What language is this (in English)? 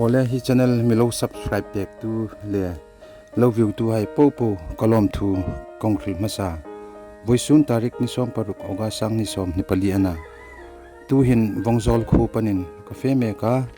Hmar